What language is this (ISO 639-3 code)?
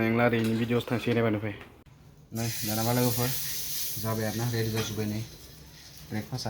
brx